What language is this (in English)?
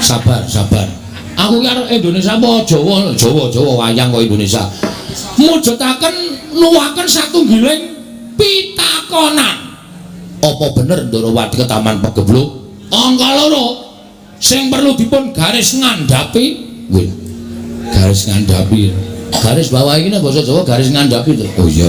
Javanese